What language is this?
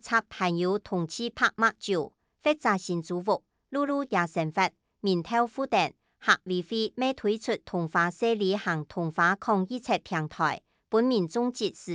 Hakka Chinese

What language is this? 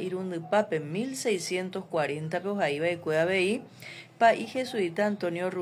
Guarani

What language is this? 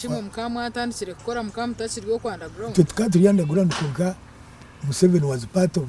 Nyankole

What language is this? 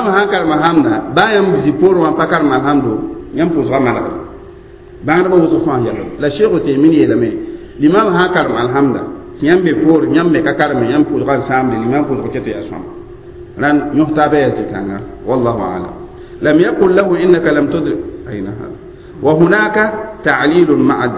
Mossi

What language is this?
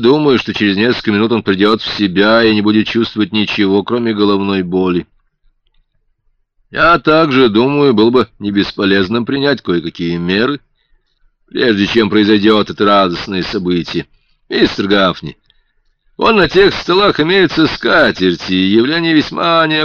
Russian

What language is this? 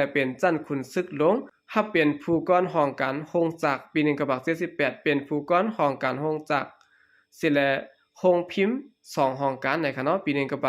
Shan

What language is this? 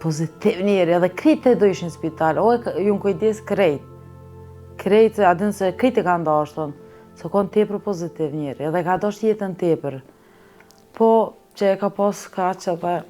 Albanian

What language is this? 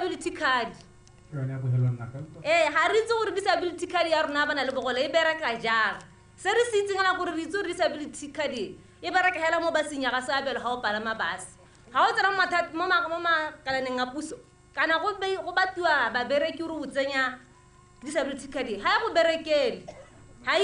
Tswana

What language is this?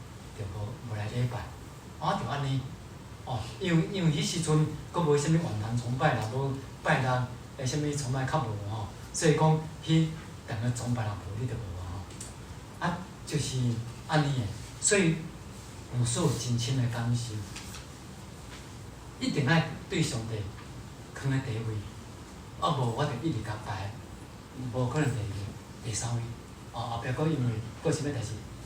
Min Nan Chinese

